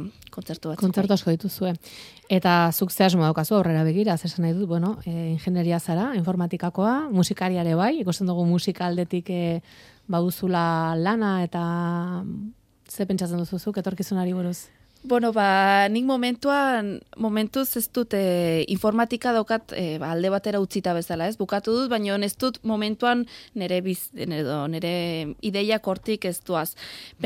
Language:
Basque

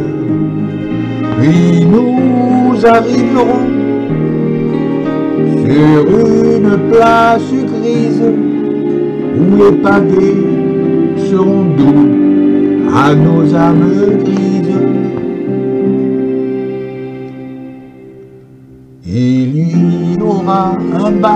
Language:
French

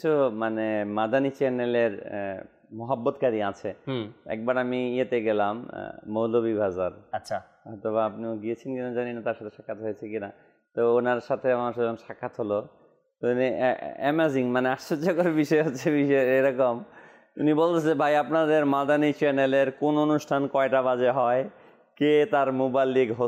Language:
Bangla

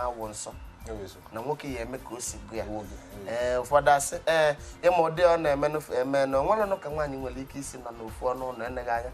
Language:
Igbo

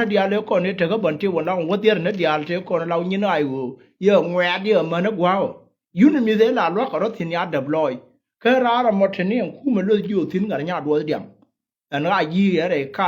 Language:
Nuer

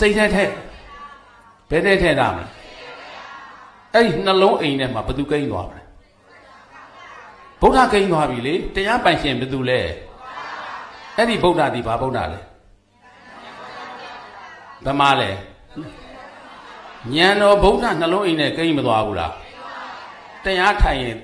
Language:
Burmese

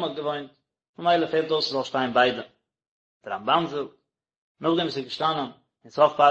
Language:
Yiddish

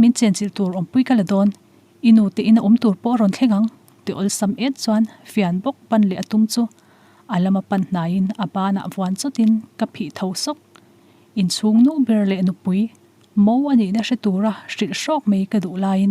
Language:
Mizo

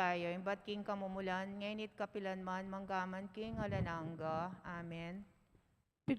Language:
Pampanga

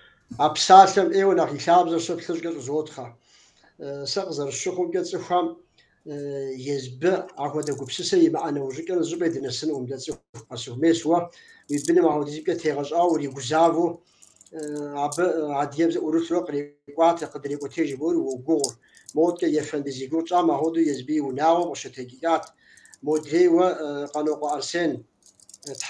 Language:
Kabardian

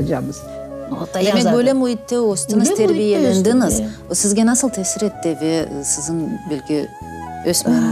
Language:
Crimean Tatar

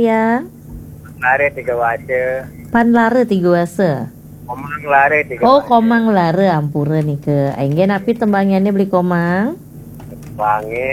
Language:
Balinese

